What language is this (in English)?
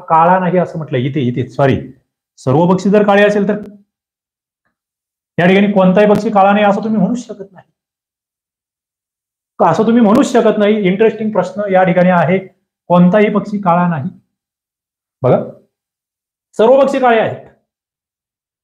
Marathi